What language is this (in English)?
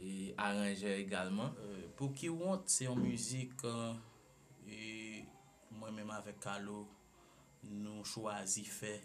Haitian Creole